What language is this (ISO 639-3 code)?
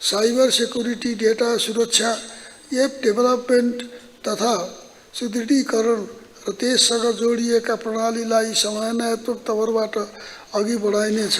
nep